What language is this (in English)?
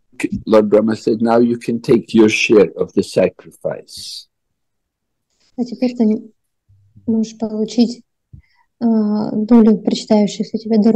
English